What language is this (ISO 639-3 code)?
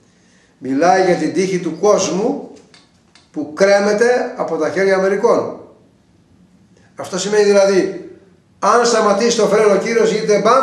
ell